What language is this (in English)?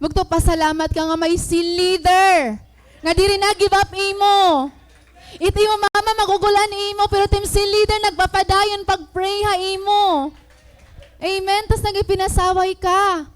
Waray